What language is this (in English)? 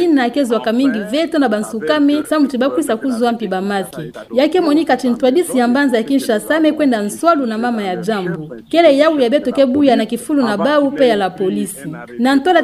Kituba (Democratic Republic of Congo)